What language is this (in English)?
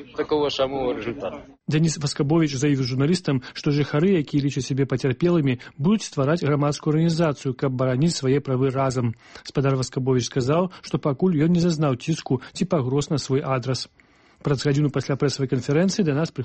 Belarusian